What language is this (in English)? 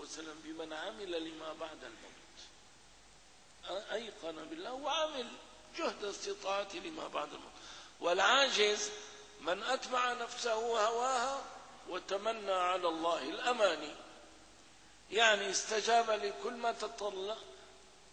Arabic